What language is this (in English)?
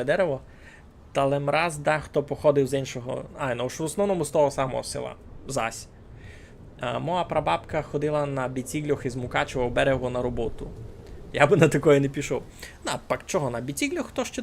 Rusyn